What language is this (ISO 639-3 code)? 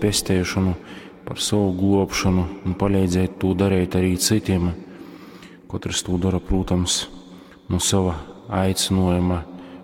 ltg